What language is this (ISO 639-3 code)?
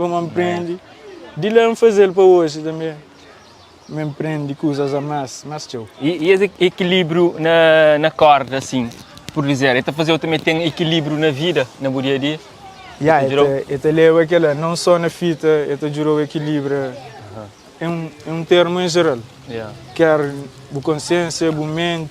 kea